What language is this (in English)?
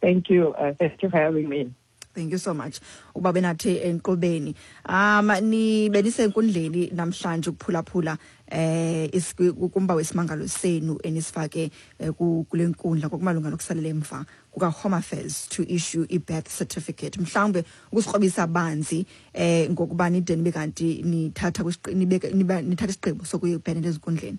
Xhosa